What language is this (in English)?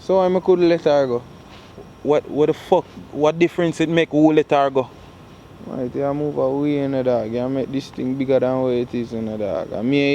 Jamaican Creole English